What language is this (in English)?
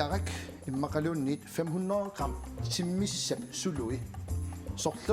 Kalaallisut